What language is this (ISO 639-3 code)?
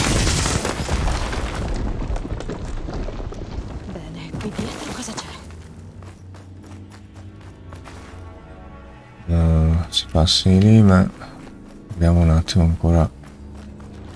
ita